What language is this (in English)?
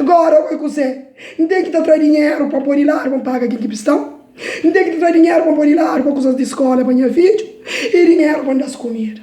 Kabuverdianu